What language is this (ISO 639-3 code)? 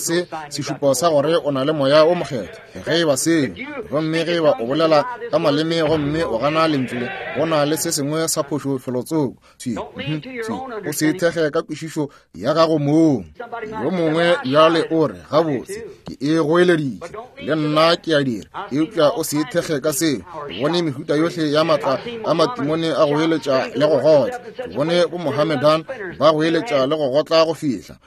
nso